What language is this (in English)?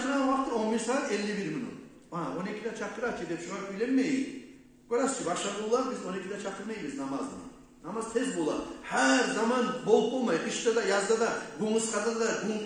Kumyk